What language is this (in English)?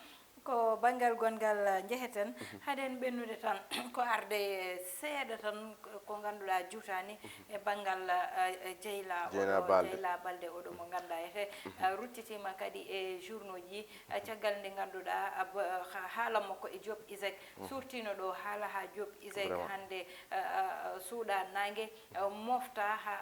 Fula